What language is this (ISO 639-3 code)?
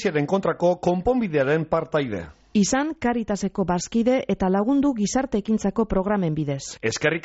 eus